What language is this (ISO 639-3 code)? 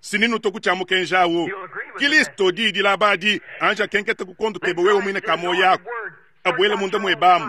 lua